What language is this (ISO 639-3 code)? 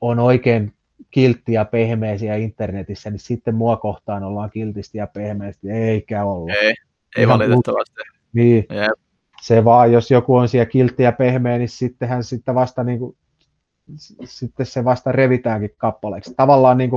fin